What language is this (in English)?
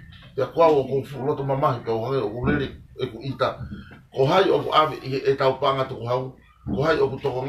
Tongan